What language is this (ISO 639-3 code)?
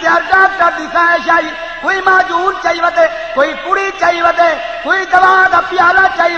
skr